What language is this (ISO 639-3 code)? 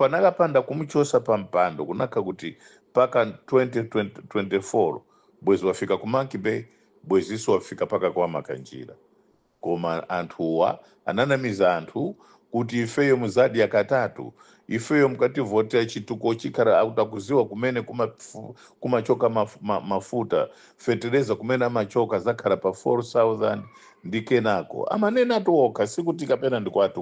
nya